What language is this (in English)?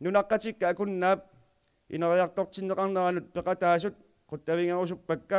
Kalaallisut